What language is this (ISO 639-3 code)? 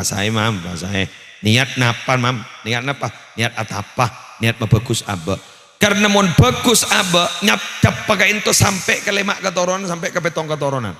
mad